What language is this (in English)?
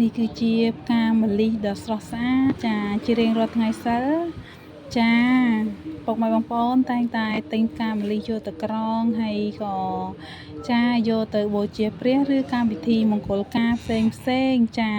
Khmer